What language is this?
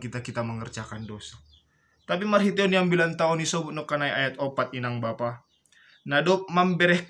Batak Simalungun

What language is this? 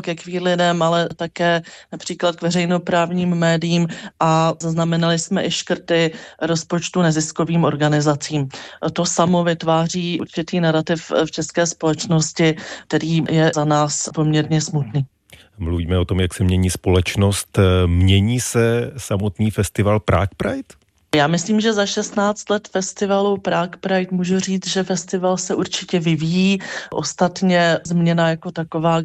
Czech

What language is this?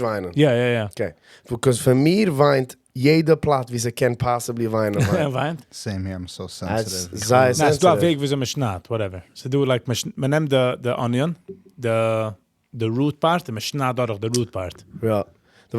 Yiddish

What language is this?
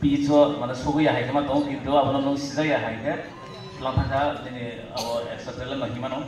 Kok Borok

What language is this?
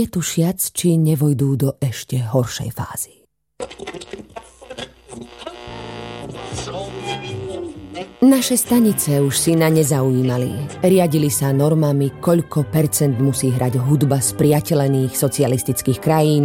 Slovak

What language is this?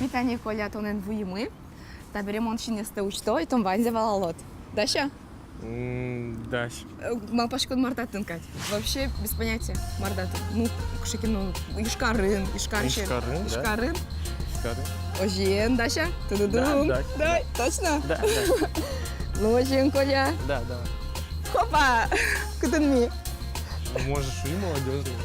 Udmurt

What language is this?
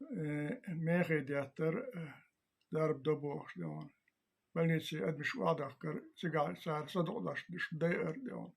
Chechen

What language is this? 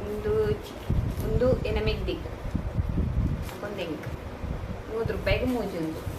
Tulu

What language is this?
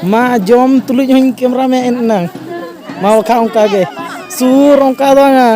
Santali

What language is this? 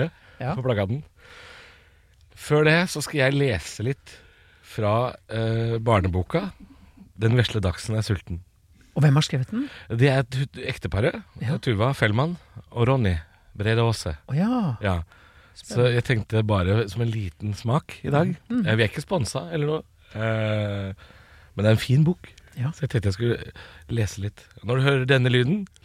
Norwegian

